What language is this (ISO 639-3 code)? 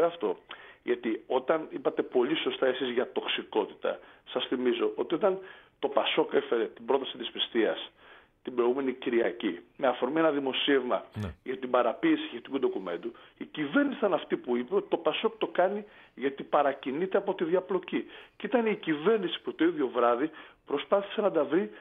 ell